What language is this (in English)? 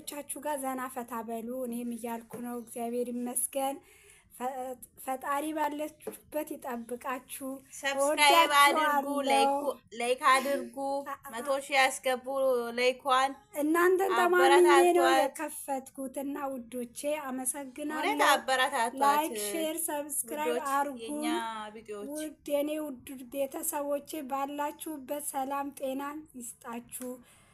Amharic